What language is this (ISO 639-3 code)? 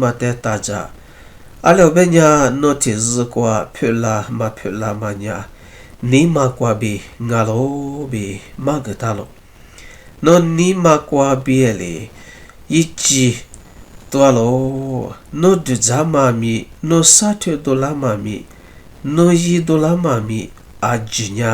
lis